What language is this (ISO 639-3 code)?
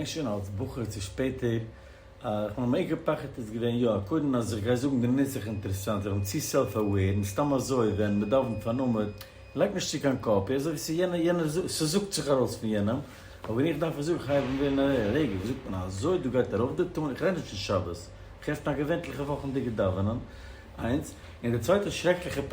yid